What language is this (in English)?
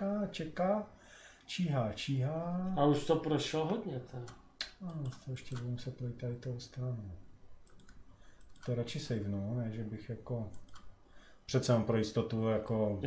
Czech